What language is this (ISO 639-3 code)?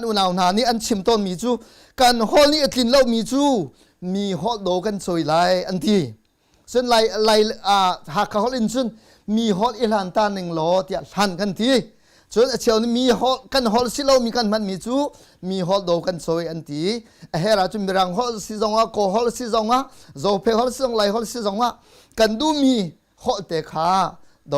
cnh